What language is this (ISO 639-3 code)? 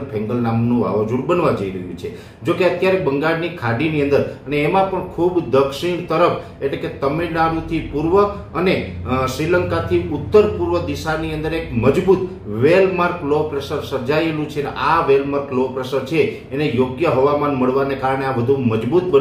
guj